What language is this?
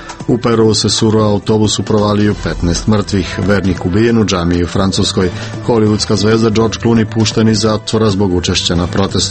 Serbian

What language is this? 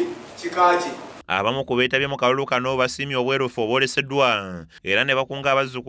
Ganda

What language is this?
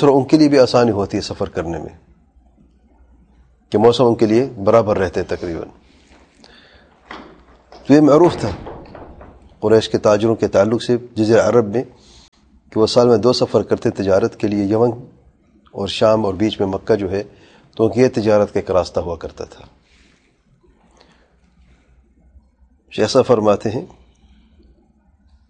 Urdu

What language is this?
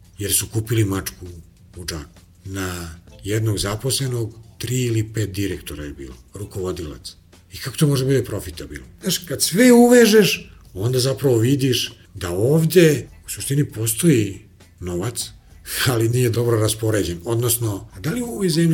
Serbian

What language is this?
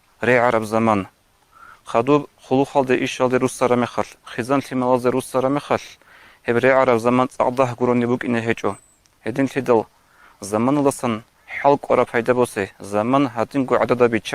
Avaric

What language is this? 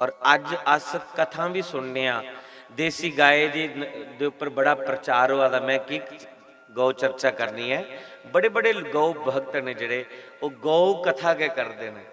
Dogri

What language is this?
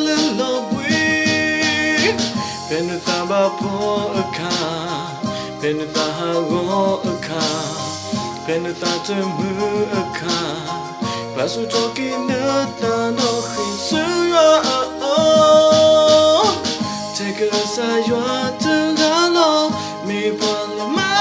S'gaw Karen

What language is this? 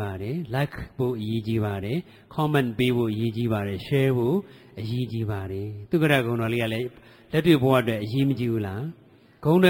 Burmese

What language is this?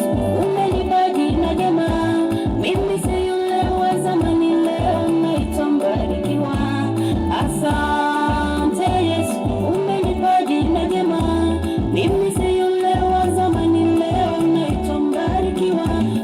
Gusii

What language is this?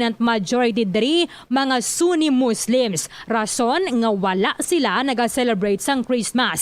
Hiligaynon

